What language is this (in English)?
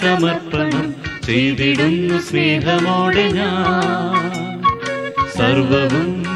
Malayalam